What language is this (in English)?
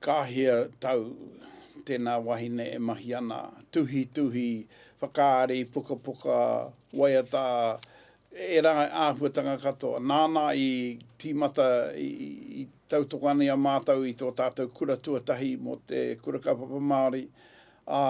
Māori